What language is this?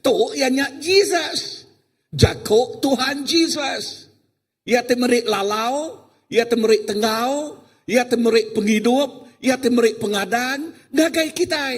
Iban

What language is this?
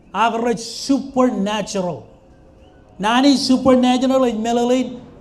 Marshallese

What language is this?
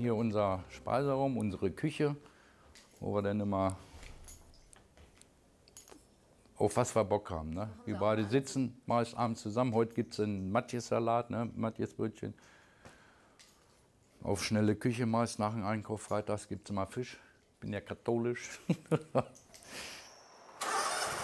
German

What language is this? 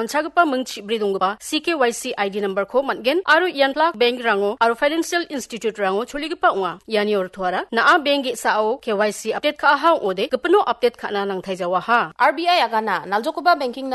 Garo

